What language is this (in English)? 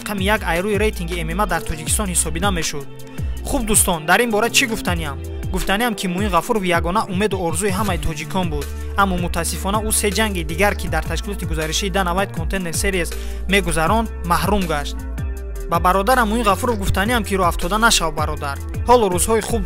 Tajik